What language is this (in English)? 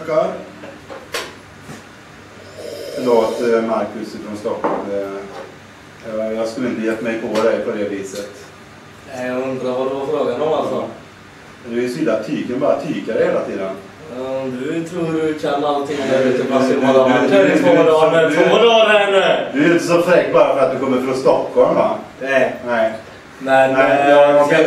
Swedish